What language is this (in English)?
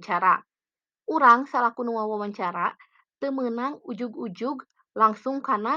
Sundanese